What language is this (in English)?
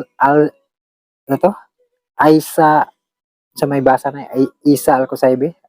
Cebuano